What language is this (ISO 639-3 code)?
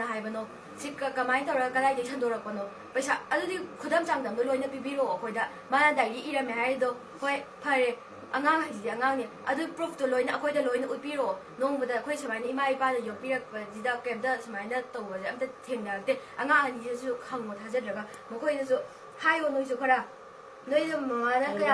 mni